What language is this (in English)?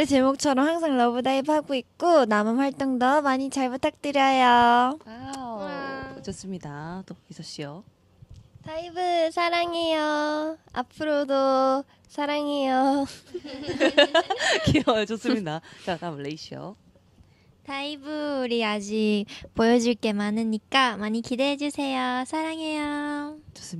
Korean